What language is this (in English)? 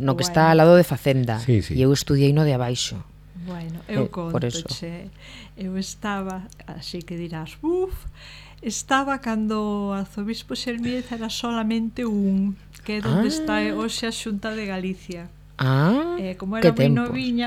Galician